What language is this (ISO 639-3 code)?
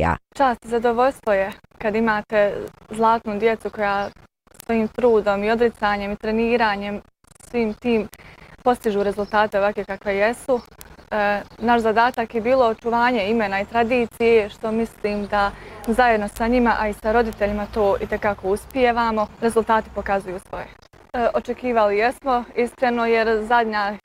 bos